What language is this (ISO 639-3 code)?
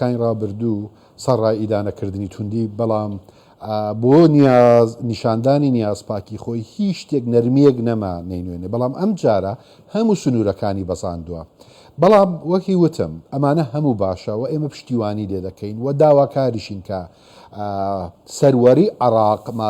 ckb